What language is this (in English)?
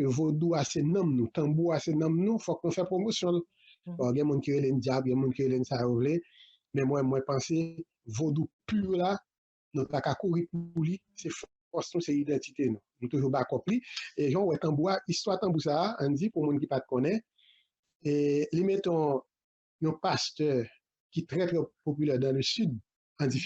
Haitian Creole